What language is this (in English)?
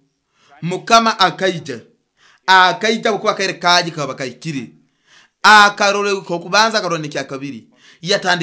Nyoro